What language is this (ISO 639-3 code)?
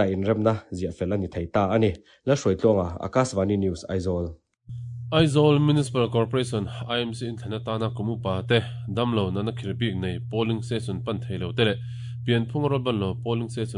lus